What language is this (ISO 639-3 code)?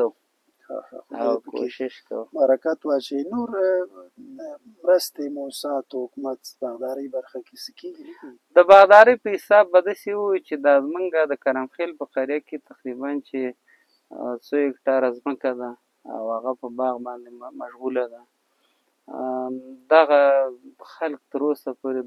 pus